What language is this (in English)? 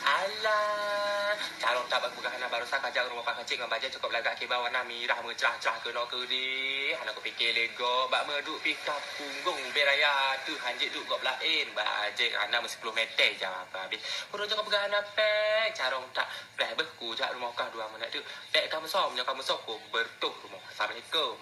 Achinese